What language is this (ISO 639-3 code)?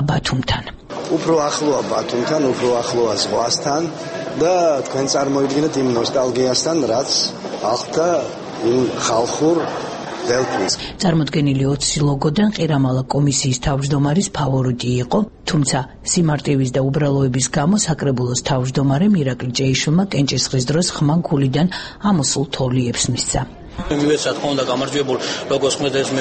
kat